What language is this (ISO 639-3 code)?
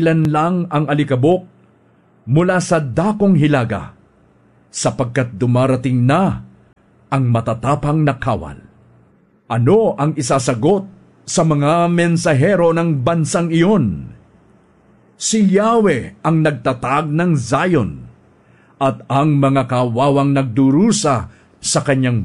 fil